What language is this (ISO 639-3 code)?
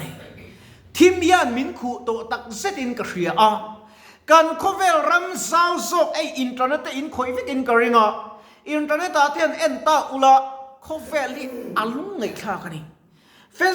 lus